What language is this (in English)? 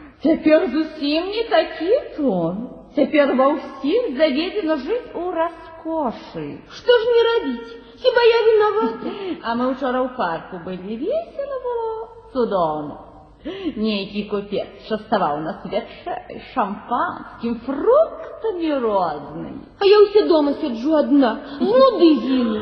Belarusian